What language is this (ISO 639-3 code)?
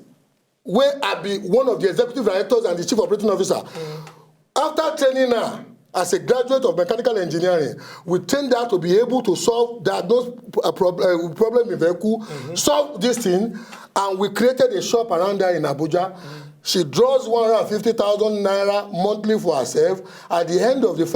pcm